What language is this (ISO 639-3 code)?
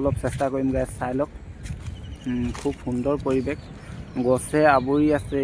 asm